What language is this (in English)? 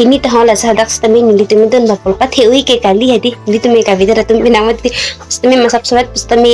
Karbi